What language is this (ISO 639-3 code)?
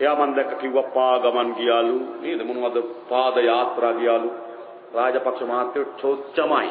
sin